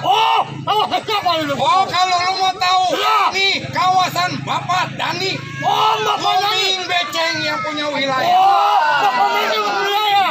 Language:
Betawi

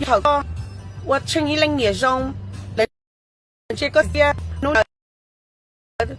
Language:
Hmong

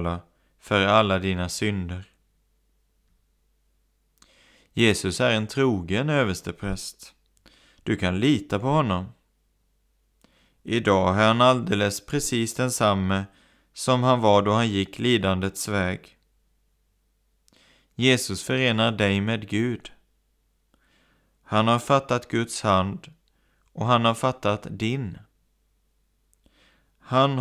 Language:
Swedish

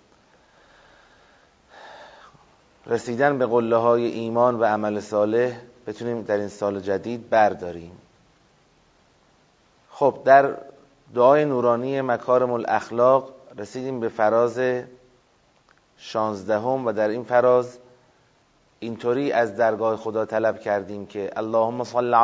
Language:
Persian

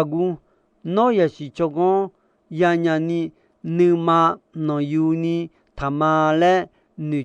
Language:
Akha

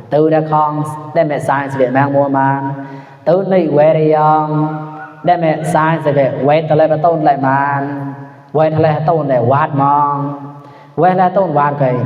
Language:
Mon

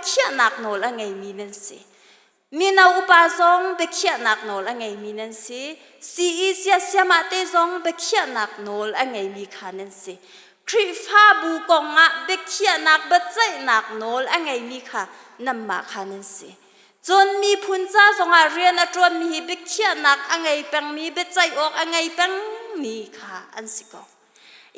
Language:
Hakha Chin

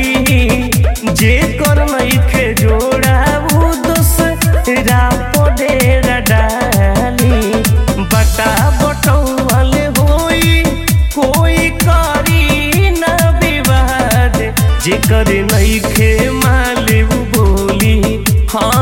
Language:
Bhojpuri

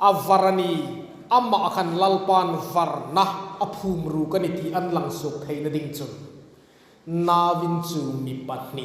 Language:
Hmar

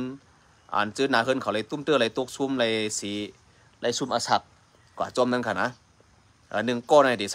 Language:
Shan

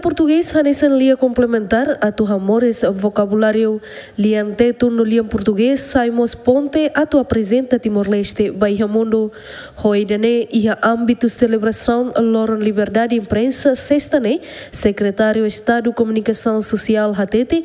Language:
Tetum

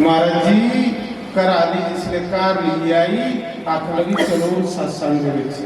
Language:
Dogri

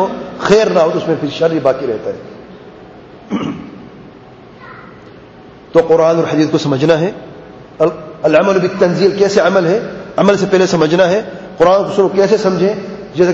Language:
Urdu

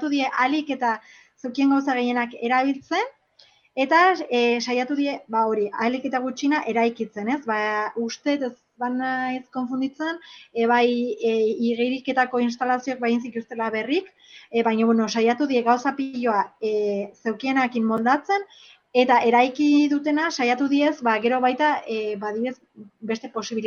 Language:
Basque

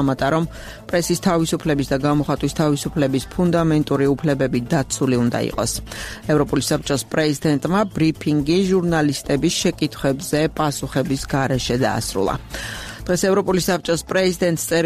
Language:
Georgian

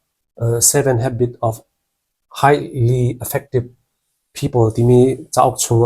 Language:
Hakha Chin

